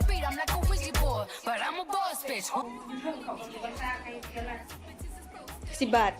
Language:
Lao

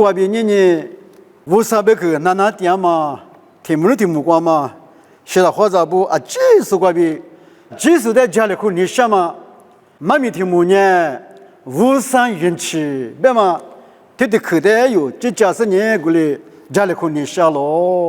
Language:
Lisu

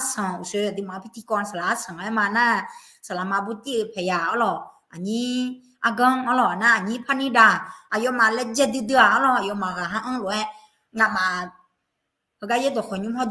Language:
Akha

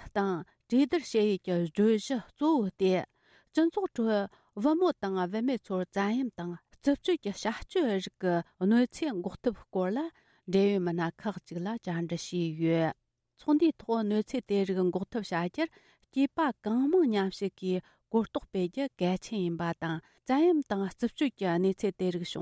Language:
Tibetan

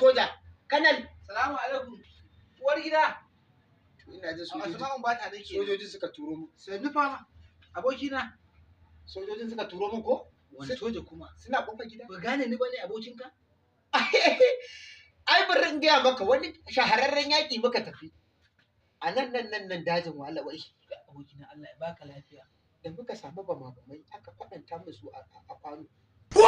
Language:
Hausa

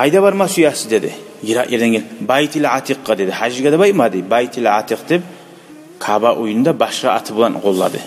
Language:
Kumyk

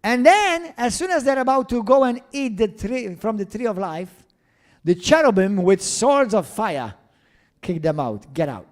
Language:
English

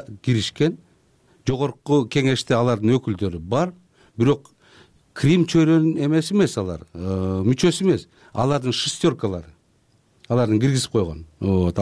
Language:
Kyrgyz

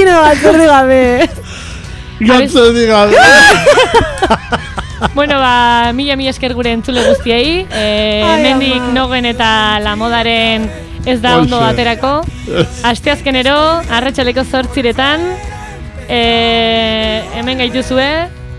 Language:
Basque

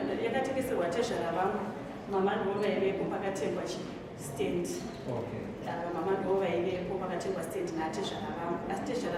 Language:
Shona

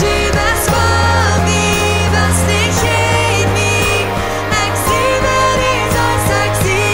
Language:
Plautdietsch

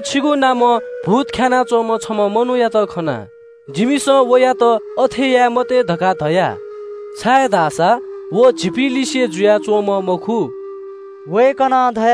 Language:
Newari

